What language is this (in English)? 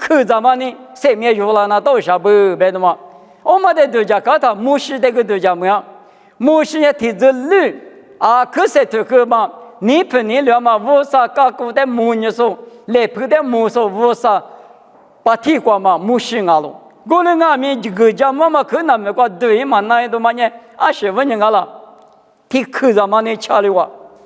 Lisu